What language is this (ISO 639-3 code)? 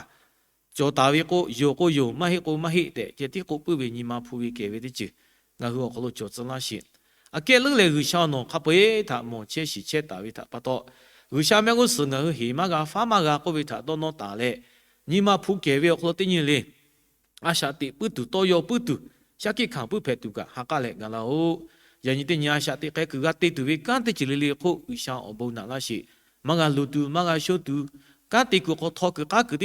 lhu